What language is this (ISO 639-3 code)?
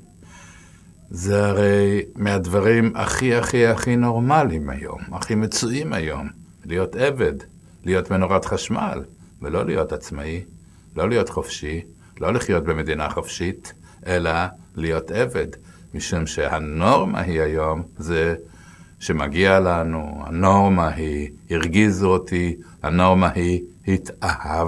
heb